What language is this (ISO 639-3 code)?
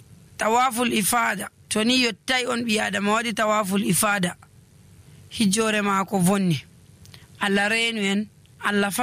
fuv